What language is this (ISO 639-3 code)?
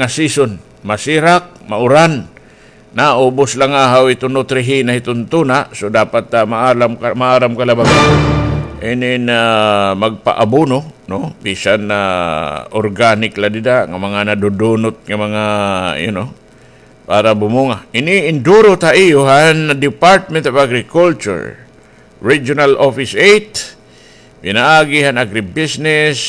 war